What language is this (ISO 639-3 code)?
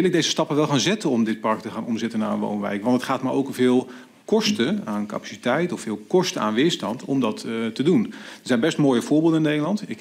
nld